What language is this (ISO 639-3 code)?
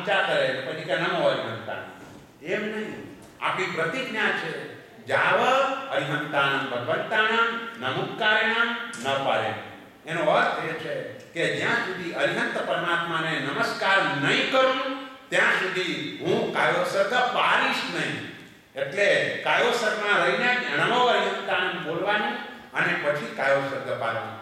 guj